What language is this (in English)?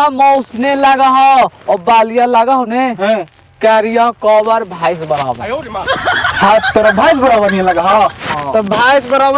Magahi